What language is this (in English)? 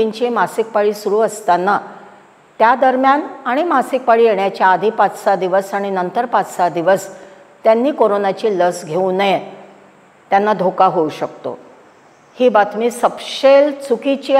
Marathi